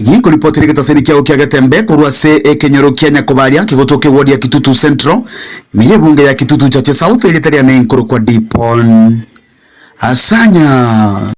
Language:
Gusii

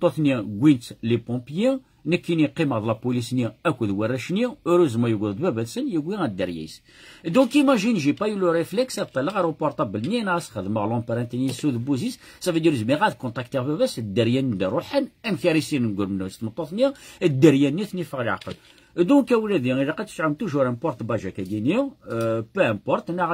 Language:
Kabyle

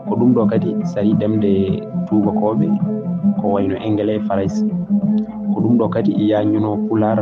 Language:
Fula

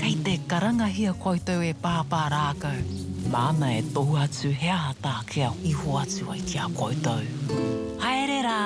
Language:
Māori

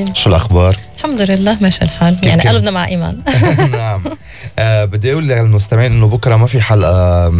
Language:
North Levantine Arabic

